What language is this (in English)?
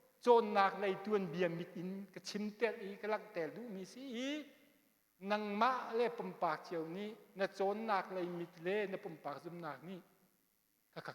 Hakha Chin